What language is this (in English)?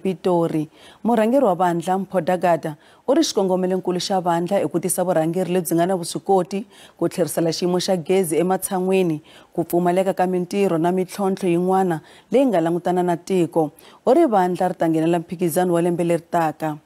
Tsonga